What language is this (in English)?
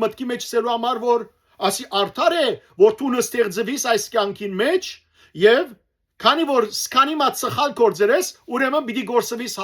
Western Armenian